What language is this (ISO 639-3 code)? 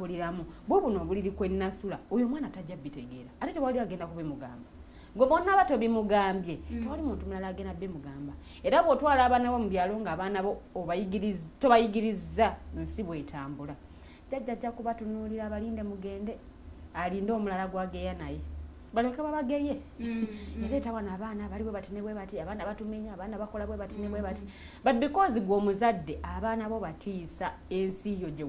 lug